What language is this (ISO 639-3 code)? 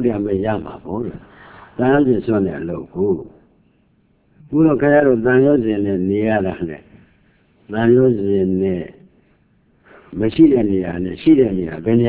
mya